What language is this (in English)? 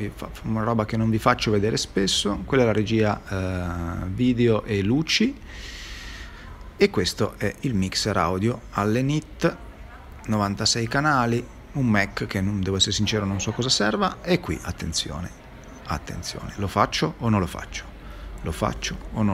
Italian